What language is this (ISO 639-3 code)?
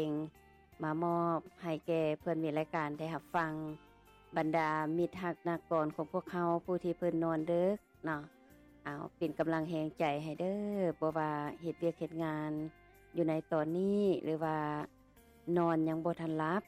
lao